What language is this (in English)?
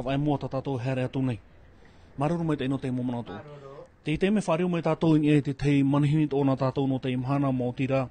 Tahitian